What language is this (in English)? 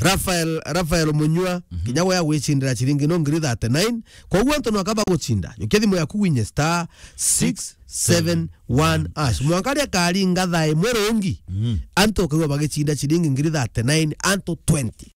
Meru